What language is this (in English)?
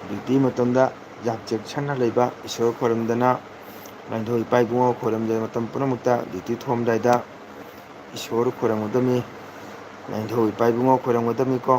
Manipuri